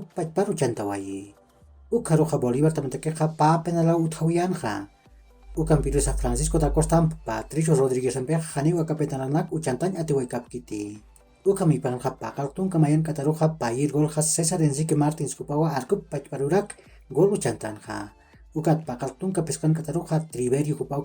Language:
Aymara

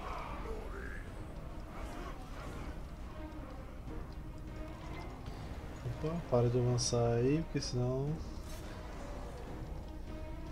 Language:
Portuguese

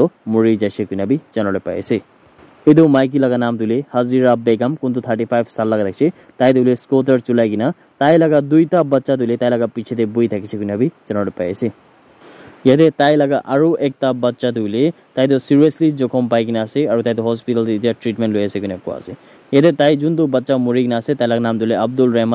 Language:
Naga Pidgin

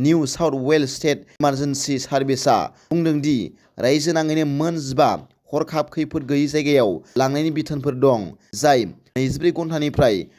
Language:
Bodo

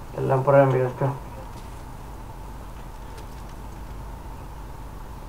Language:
Finnish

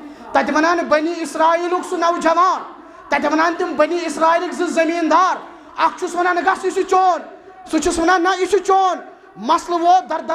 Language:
Kashmiri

